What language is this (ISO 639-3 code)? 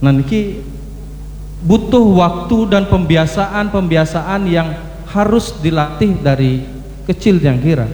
ban